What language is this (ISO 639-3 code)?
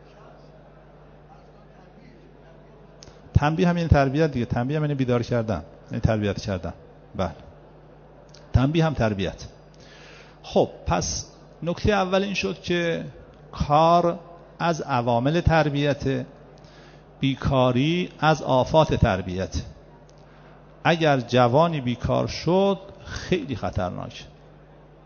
fas